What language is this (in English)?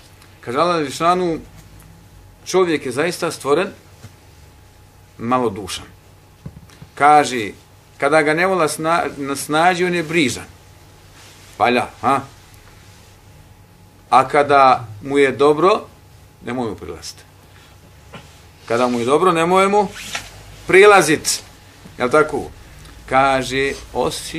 Bosnian